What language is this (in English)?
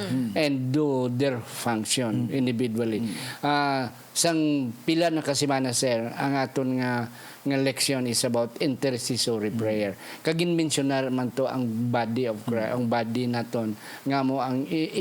Hiligaynon